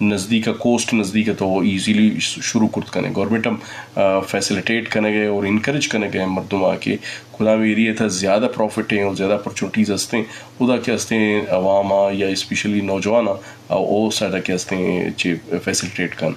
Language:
Eastern Balochi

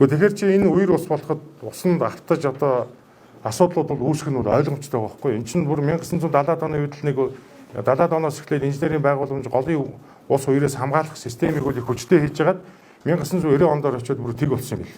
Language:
Mongolian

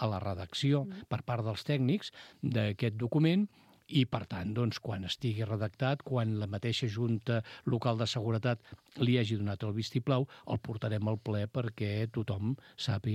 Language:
Catalan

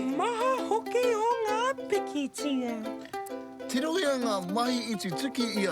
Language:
Māori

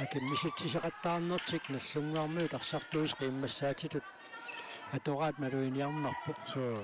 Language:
Kalaallisut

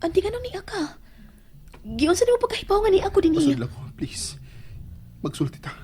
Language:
Cebuano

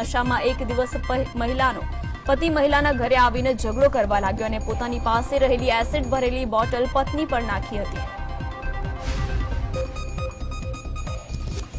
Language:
Gujarati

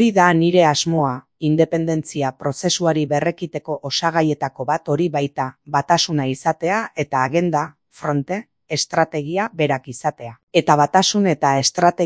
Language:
Basque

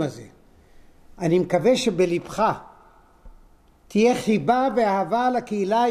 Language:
Hebrew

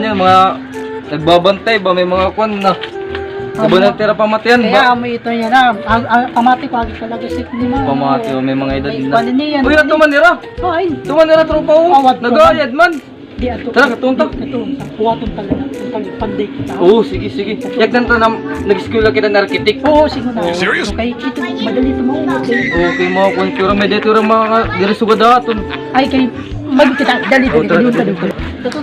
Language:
Waray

